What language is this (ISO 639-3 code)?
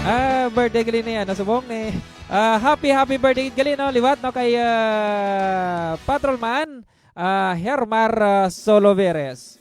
hil